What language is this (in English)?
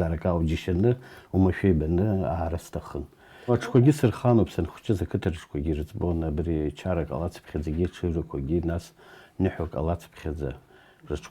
Abkhazian